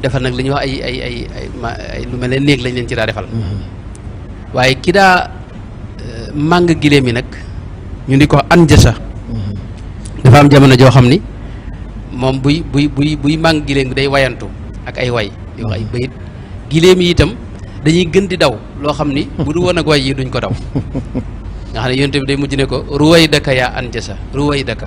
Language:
Wolof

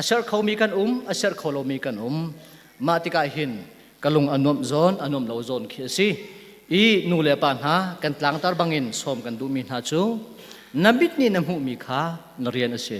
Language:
Hakha Chin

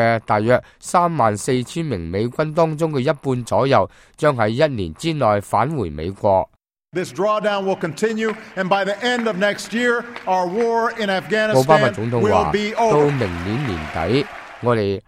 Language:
Cantonese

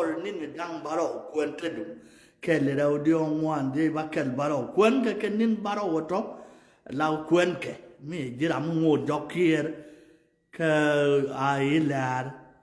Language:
Nuer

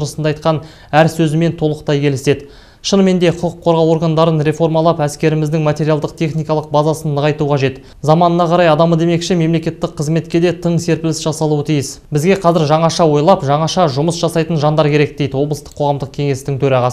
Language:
Kazakh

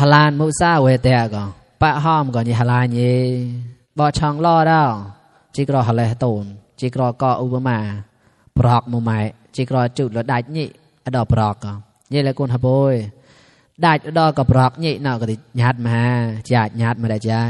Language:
Mon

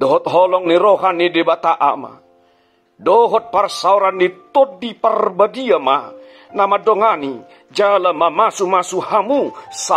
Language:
Batak Toba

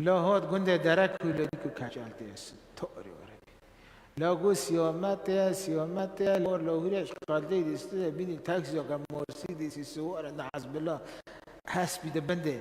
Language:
Kurdish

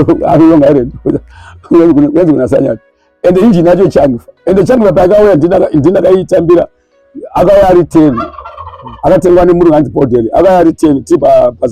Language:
Shona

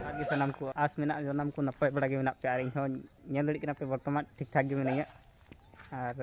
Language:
Santali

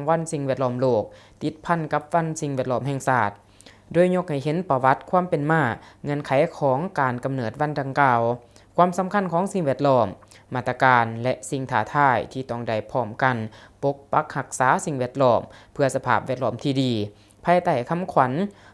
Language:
Lao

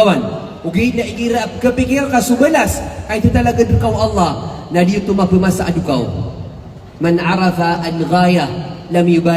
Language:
Maranao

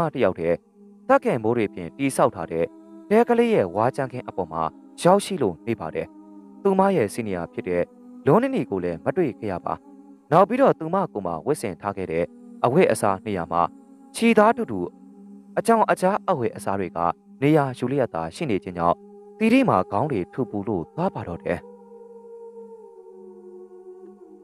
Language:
Burmese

